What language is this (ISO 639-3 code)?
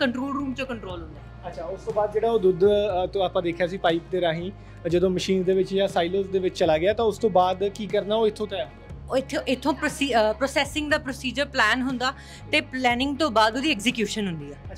pan